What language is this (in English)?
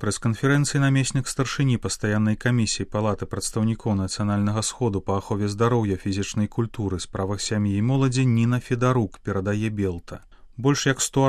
Belarusian